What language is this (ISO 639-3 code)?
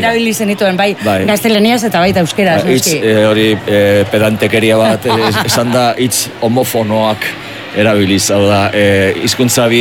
eus